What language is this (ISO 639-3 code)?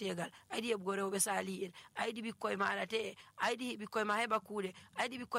fuv